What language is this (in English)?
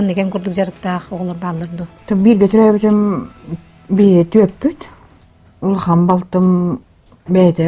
Yakut